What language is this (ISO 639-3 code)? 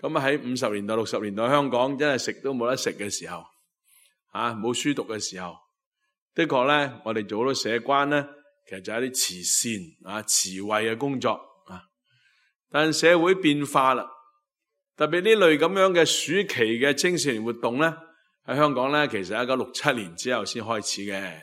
yue